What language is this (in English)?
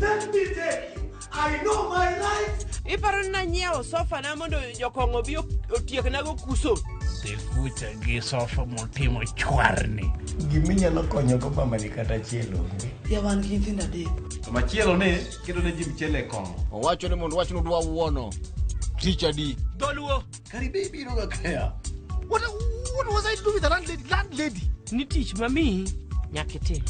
Luo (Kenya and Tanzania)